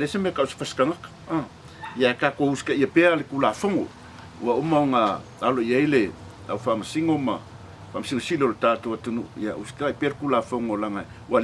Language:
Samoan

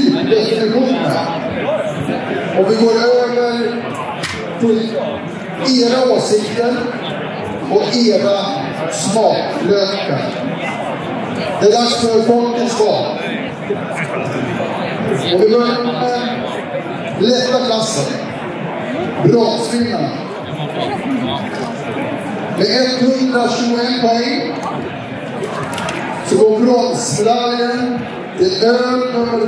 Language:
Swedish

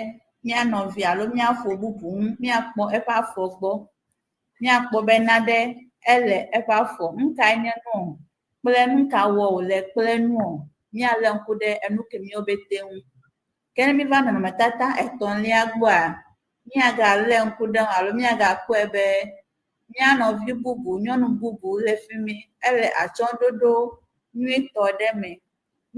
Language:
Ewe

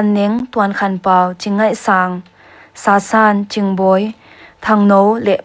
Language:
Paite Chin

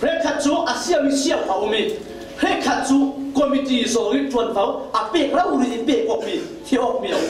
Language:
Falam Chin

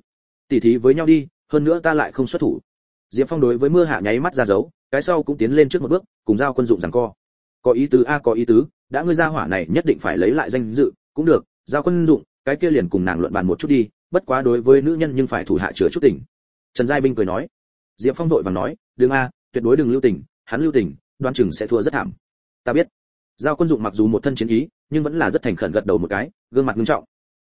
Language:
Vietnamese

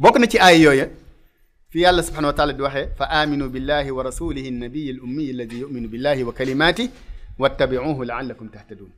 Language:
Wolof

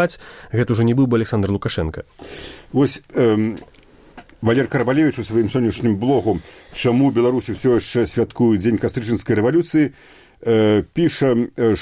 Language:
Belarusian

